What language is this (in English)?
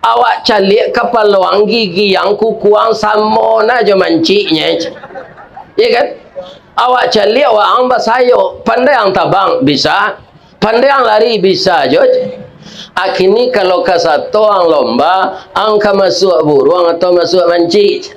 Minangkabau